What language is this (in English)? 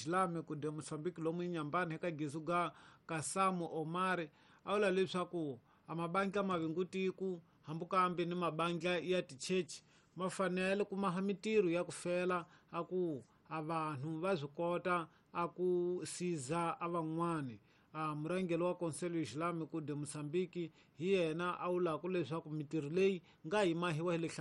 Tsonga